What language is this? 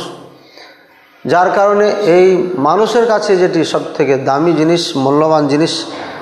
Bangla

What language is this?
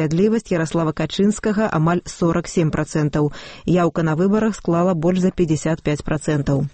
Belarusian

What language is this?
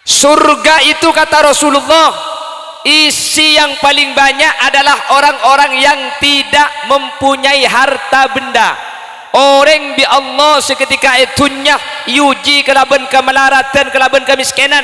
Madurese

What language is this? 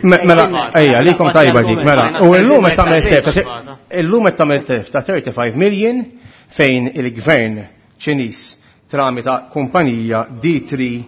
Maltese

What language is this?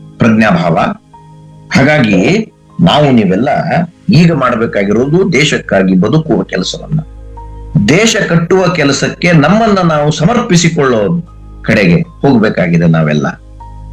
Kannada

